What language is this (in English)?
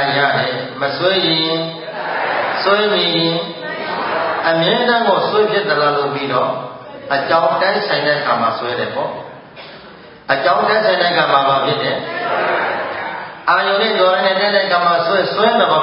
Burmese